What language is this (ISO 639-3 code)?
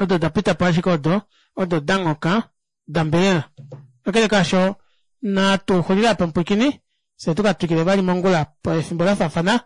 kua